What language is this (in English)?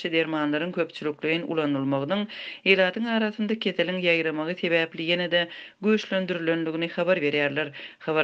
Turkmen